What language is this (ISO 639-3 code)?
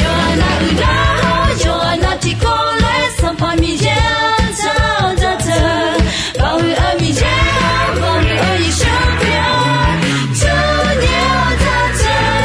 ahk